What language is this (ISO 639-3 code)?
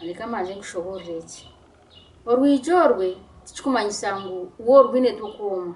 nyn